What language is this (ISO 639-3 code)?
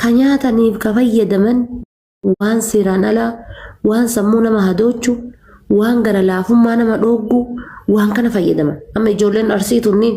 orm